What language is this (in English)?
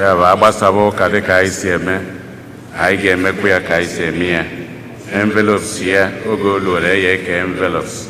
Igbo